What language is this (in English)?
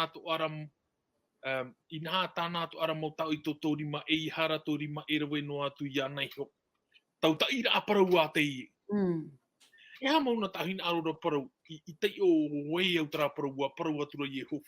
Tahitian